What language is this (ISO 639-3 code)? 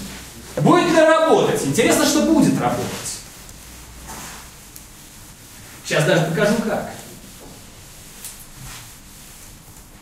rus